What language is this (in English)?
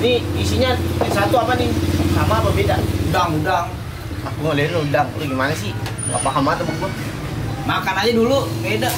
Betawi